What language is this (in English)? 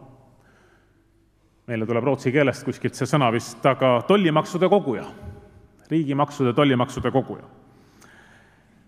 Estonian